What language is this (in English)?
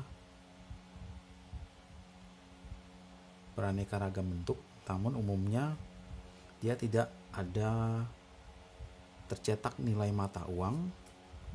Indonesian